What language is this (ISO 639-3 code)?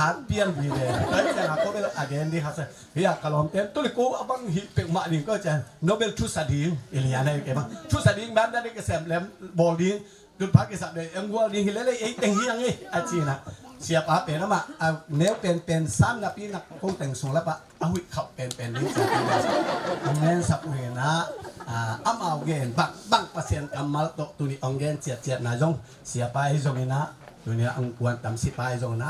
ctd